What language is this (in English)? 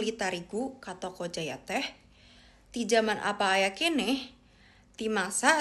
Sundanese